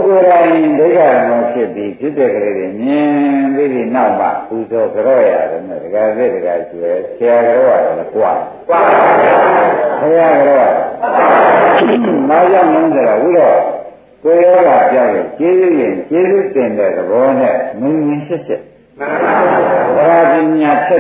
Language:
Burmese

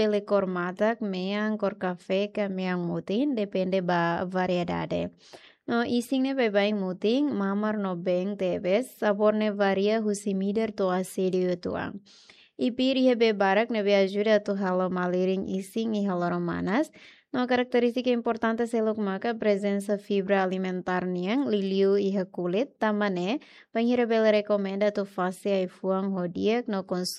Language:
Tetum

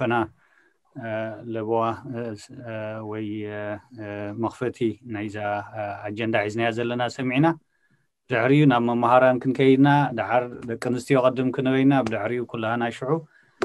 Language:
Tigrinya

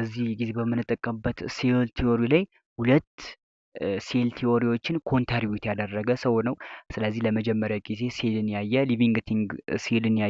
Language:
Amharic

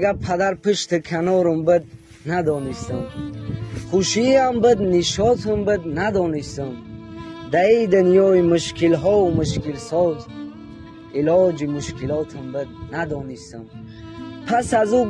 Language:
Tajik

